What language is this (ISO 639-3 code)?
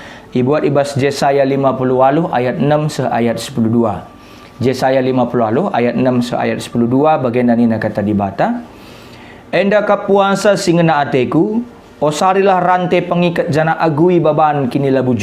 btx